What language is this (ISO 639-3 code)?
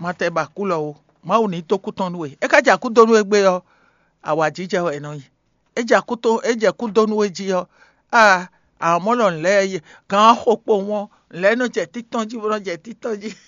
fon